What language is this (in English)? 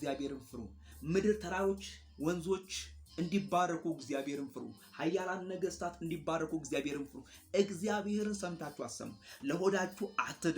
Amharic